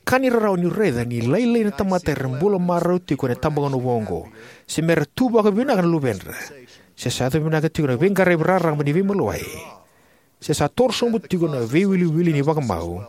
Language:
Fijian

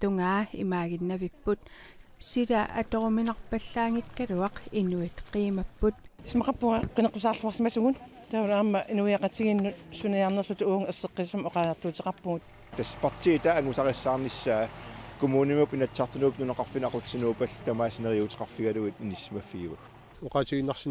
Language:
Kalaallisut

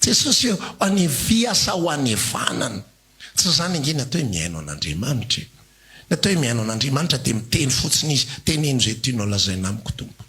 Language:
Malagasy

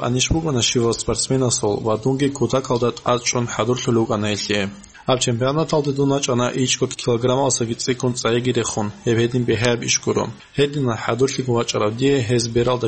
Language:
Avaric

